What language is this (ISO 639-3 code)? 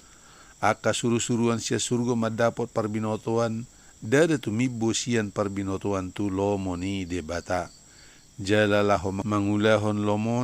bbc